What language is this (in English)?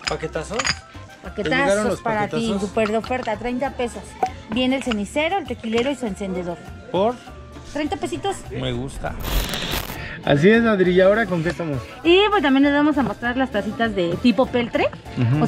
Spanish